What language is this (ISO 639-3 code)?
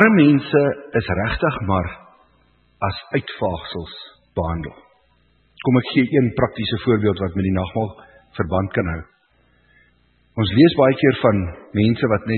afr